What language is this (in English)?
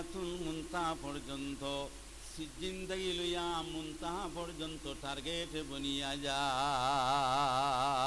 Sylheti